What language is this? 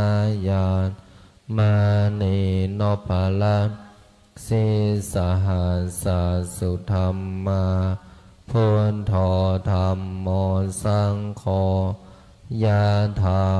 Pali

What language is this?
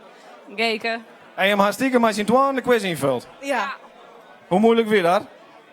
Western Frisian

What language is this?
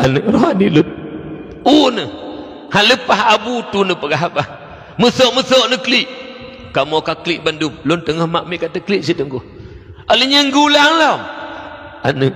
Achinese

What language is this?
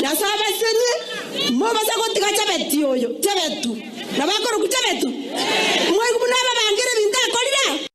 Gusii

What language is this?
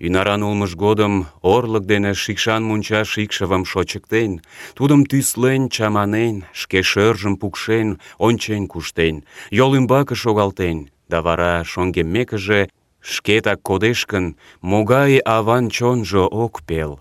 Mari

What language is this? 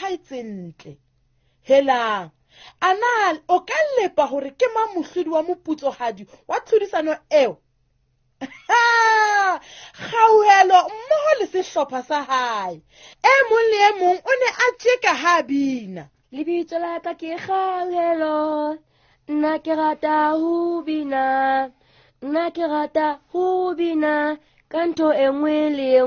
Southern Sotho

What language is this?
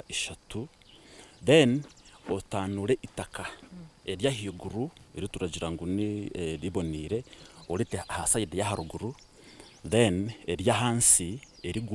Nyankole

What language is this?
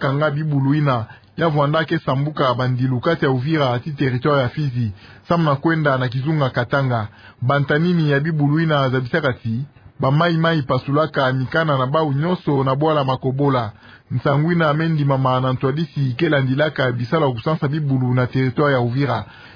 Kituba (Democratic Republic of Congo)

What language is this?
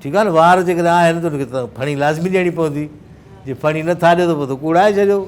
Sindhi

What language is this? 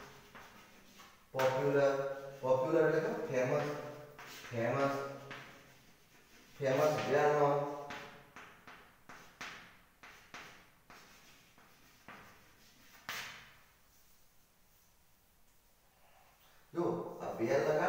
Gujarati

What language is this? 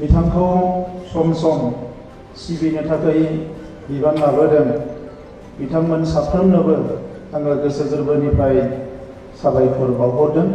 Bodo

